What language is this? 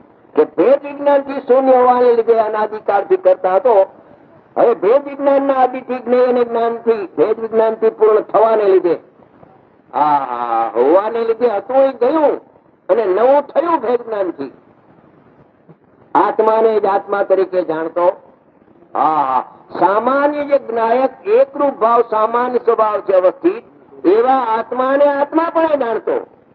Gujarati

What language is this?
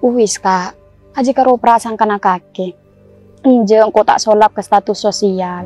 Madurese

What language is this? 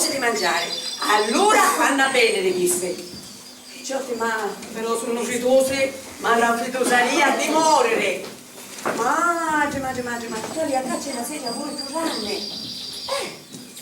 Sicilian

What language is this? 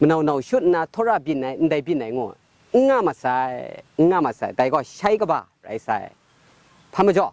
Kachin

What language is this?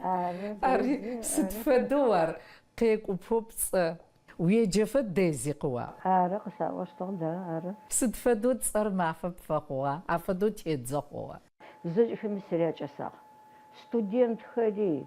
Adyghe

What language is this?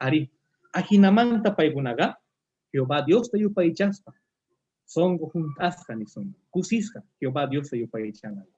Quechua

